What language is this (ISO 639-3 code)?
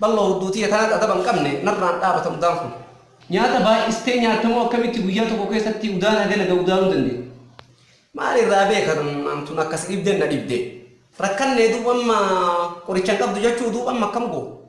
orm